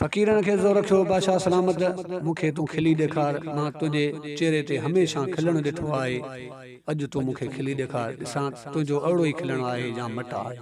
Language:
Sindhi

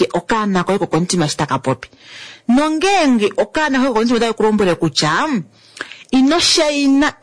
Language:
Kuanyama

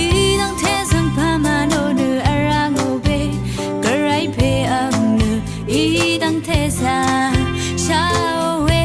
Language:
Rawang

